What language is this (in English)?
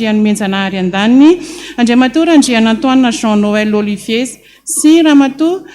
Malagasy